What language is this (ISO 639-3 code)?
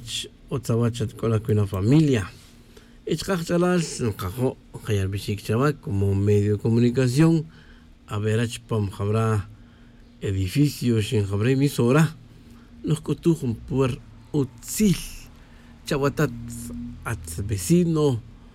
tzj